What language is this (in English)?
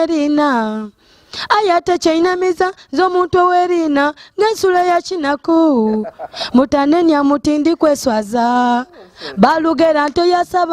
Soga